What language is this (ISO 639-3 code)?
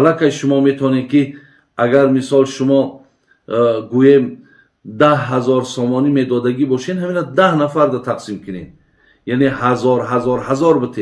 tgk